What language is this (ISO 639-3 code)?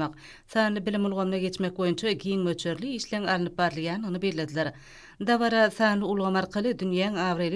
tuk